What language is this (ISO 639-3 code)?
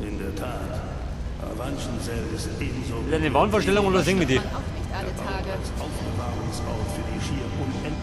bar